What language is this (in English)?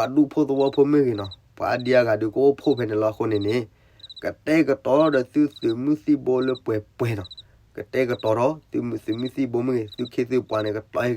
S'gaw Karen